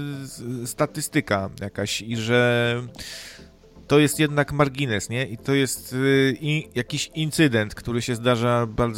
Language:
Polish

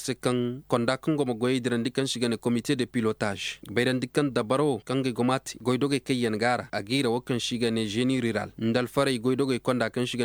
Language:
Koyraboro Senni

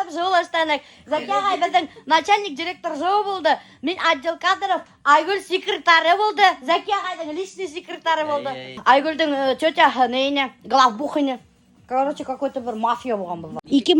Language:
Bashkir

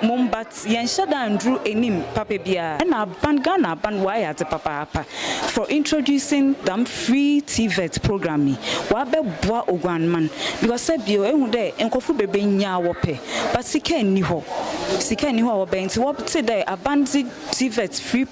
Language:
Akan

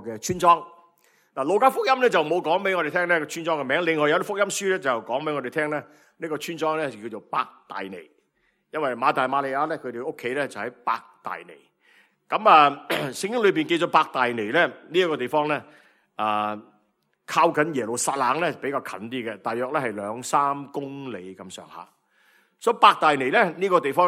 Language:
Cantonese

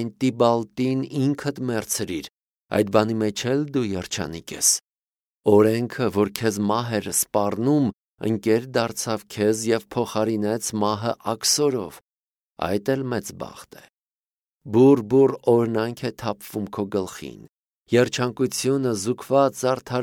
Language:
Armenian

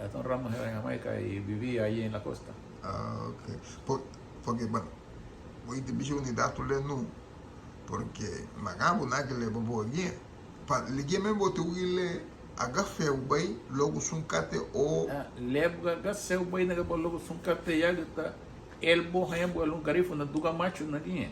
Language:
Garifuna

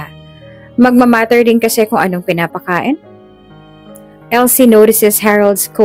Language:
Filipino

